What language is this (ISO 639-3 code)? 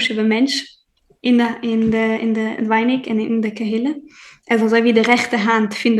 yid